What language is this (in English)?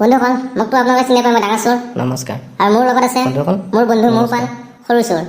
Assamese